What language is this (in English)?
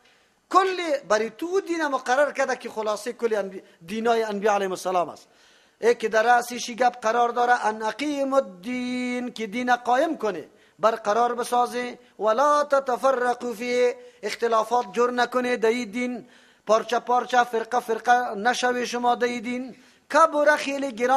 Persian